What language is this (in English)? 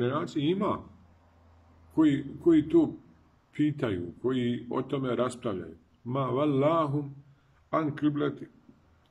Bosnian